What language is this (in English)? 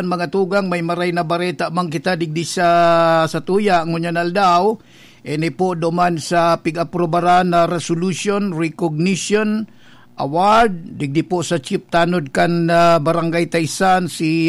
Bikol